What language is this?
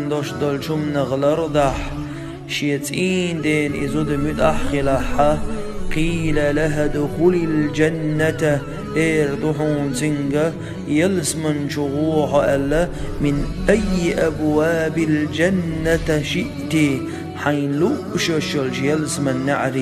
Chechen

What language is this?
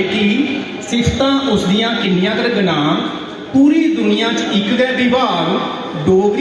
Dogri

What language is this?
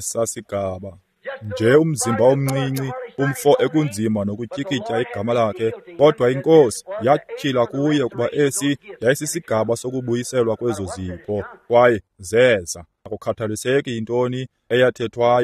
Xhosa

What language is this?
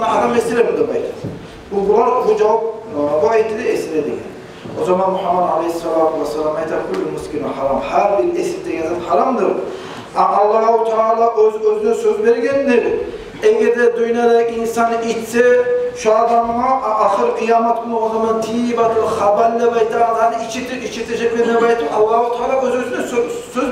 Kumyk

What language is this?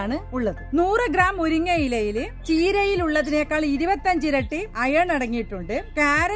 Malayalam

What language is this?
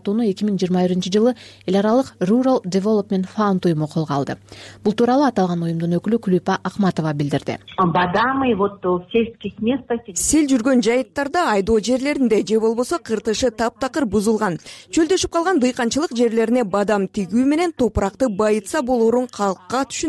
Kyrgyz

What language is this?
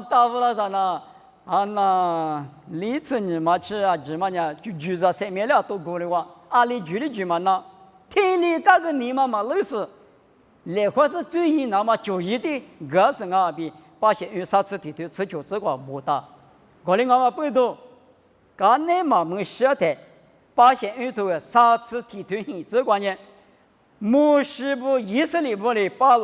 Lisu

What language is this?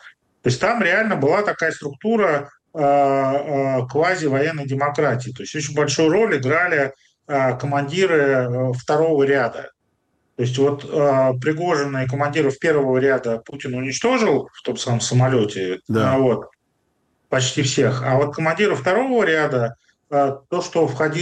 Russian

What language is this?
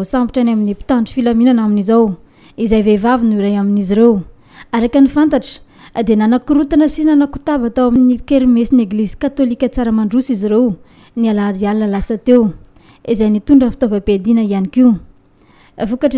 Malagasy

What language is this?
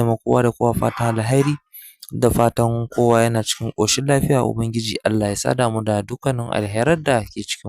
Hausa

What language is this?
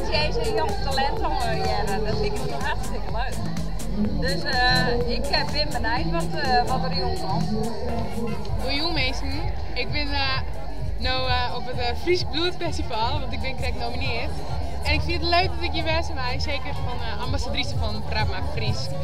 Western Frisian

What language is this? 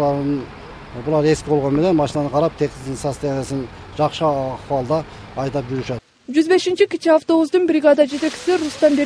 Kyrgyz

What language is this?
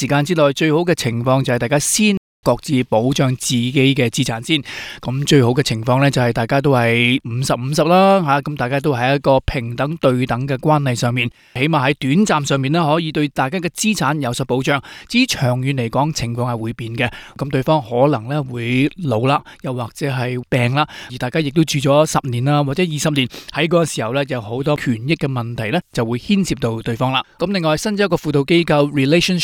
Cantonese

